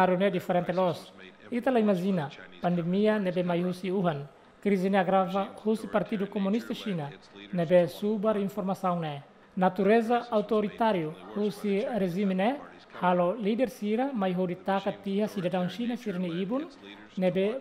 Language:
Tetum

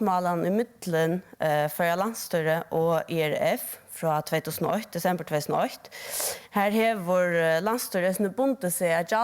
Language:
Faroese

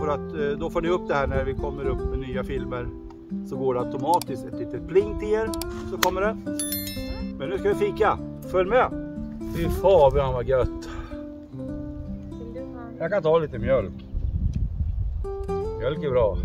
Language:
Swedish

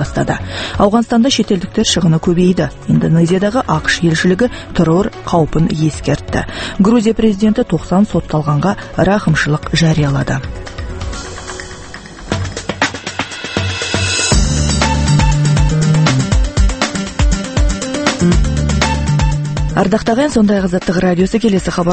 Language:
Kazakh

